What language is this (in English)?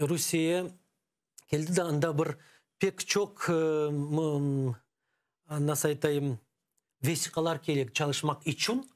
Crimean Tatar